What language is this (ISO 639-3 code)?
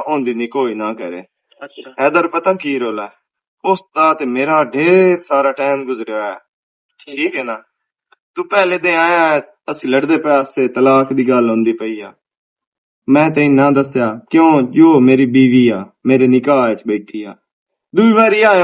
lah